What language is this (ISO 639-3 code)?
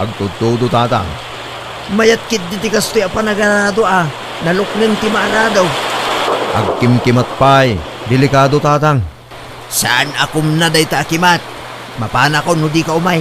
ilo